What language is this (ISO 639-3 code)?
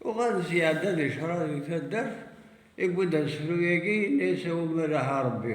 kab